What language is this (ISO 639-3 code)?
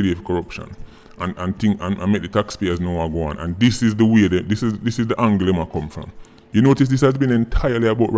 jam